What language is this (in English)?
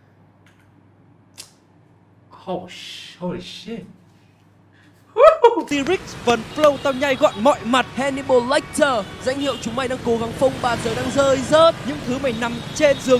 Vietnamese